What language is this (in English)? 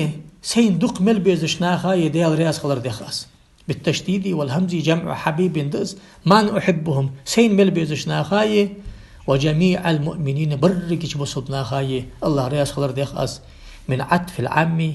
Ingush